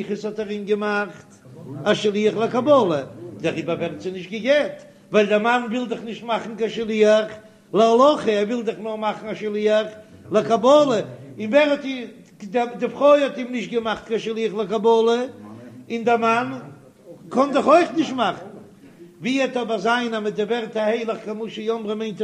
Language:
Yiddish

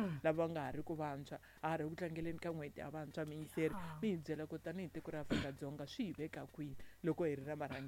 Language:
Tsonga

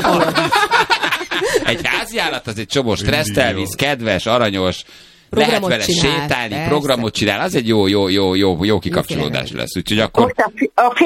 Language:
Hungarian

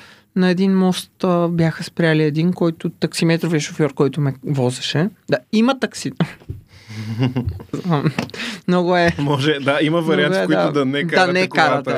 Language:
Bulgarian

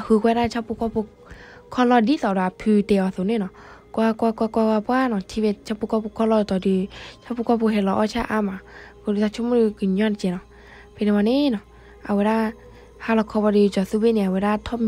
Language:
S'gaw Karen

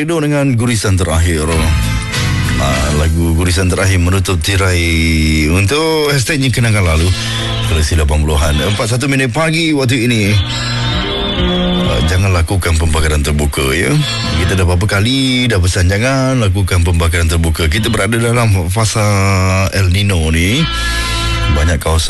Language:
Malay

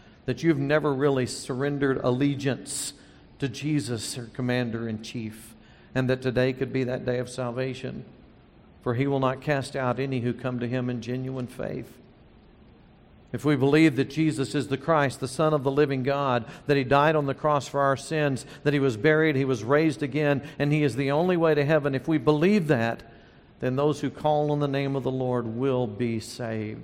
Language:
English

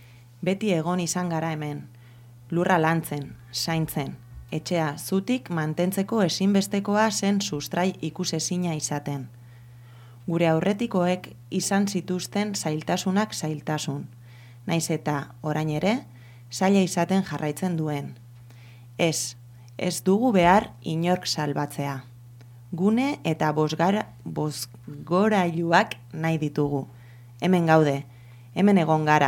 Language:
Basque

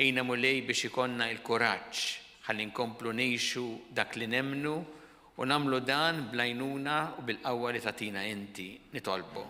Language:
Maltese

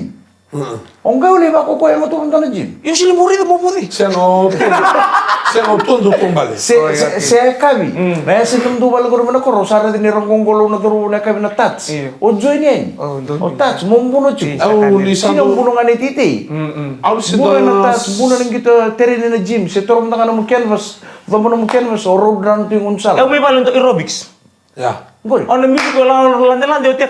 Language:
Fijian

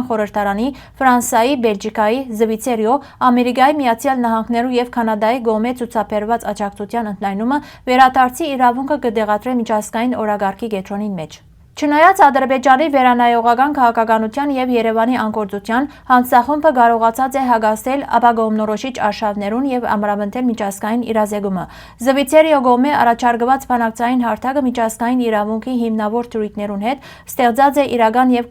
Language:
Western Armenian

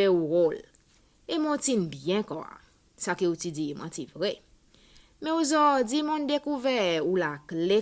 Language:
Seselwa Creole French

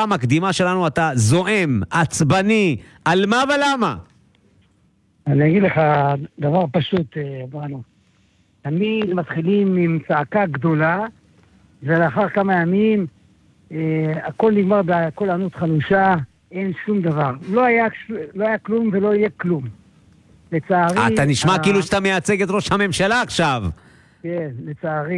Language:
Hebrew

